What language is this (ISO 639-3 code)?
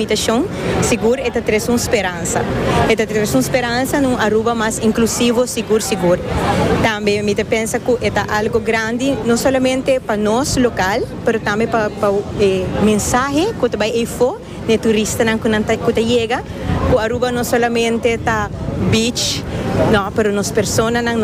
pap